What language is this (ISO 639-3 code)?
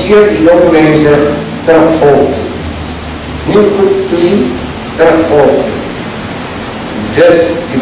afr